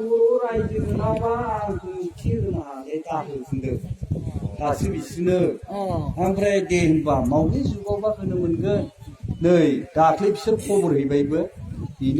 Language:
Bodo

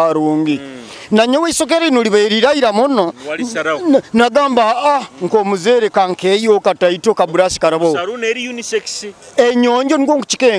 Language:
Nyoro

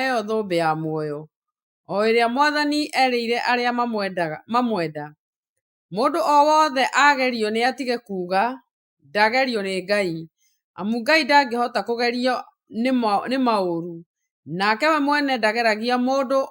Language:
Kikuyu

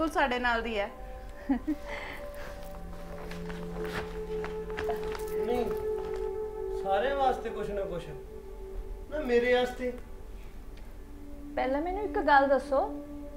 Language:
Punjabi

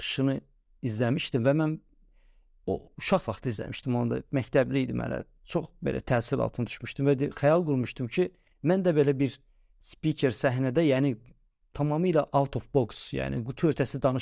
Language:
Azerbaijani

